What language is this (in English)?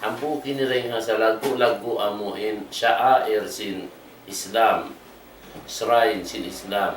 Tausug